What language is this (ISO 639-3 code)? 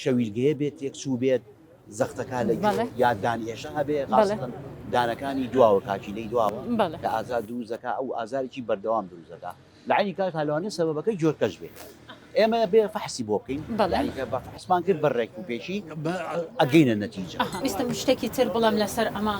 ckb